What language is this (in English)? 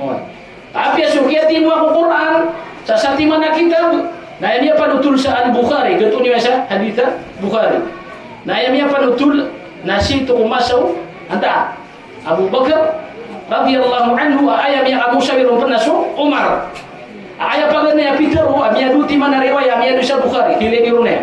Maranao